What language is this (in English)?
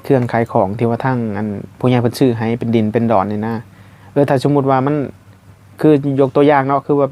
Northeastern Thai